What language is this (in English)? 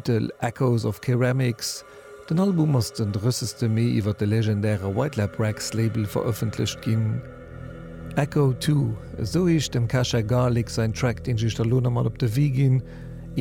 Luxembourgish